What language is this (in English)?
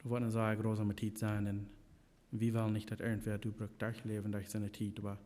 Plautdietsch